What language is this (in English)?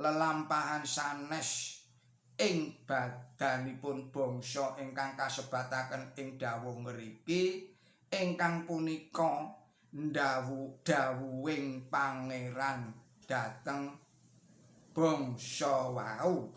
Javanese